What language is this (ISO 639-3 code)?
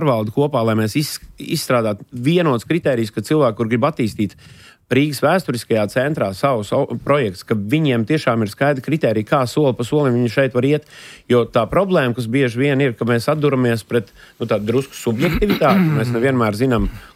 lav